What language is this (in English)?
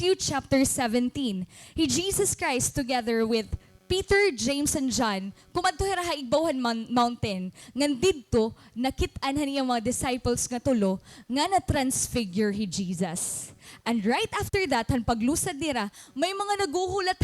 Waray